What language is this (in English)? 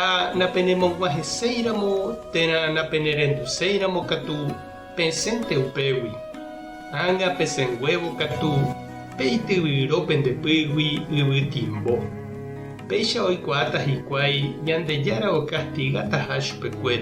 Guarani